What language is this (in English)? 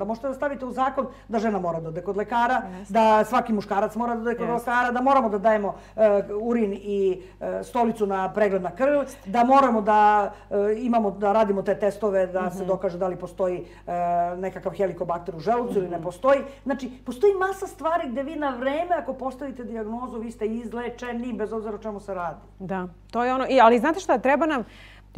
Serbian